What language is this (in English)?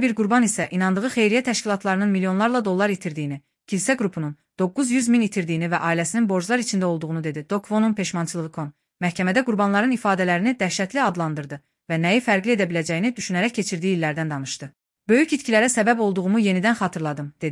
Azerbaijani